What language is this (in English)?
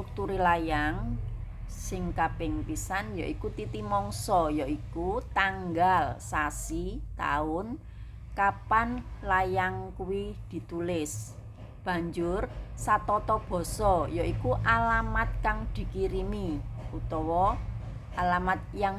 Javanese